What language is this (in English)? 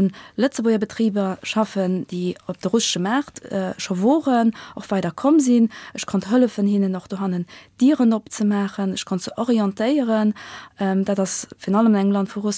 Luxembourgish